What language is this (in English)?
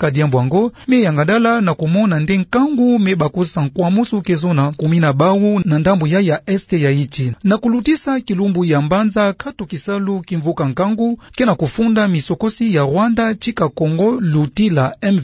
Kituba (Democratic Republic of Congo)